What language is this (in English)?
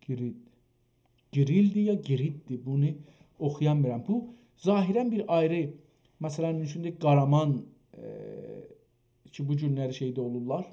South Azerbaijani